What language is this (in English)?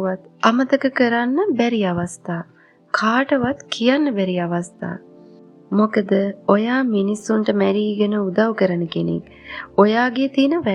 Sinhala